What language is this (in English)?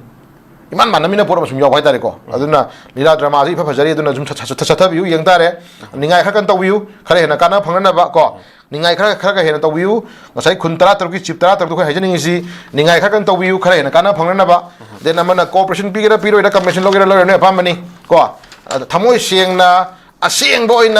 Manipuri